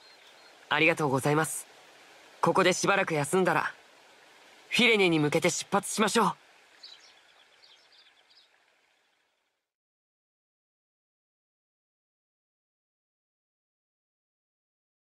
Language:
Japanese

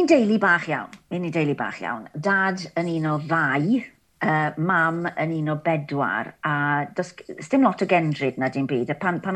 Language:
Welsh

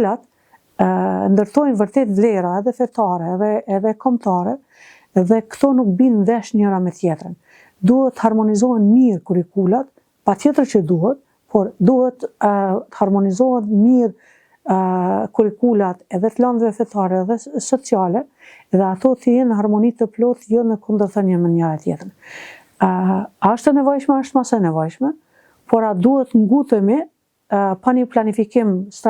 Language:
Albanian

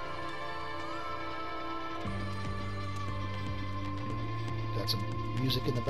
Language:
English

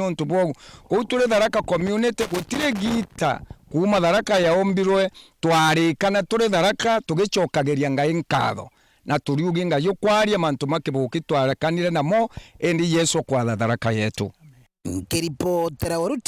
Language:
Meru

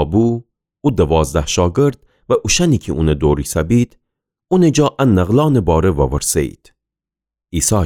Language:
Gilaki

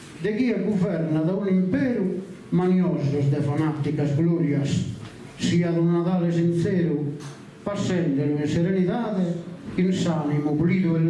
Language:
Sardinian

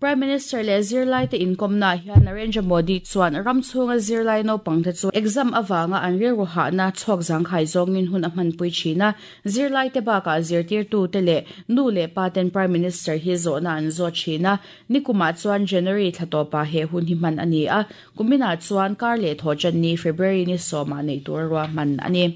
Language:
Mizo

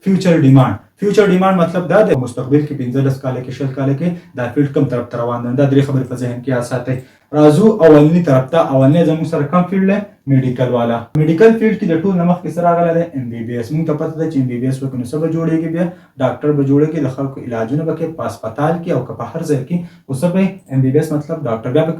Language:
Pashto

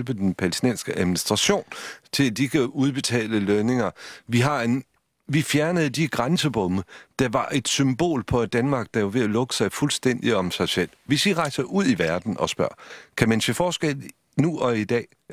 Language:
Danish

